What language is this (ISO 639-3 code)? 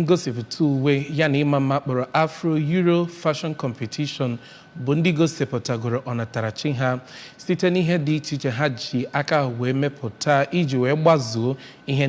ibo